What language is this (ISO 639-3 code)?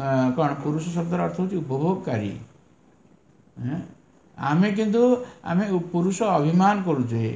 ori